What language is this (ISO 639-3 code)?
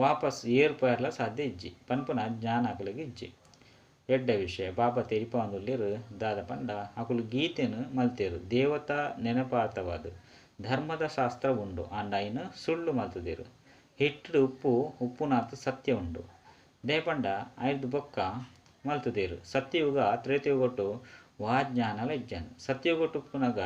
tcy